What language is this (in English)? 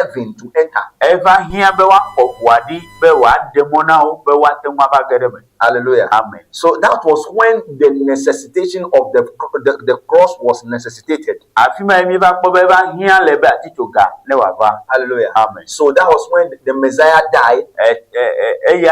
Ewe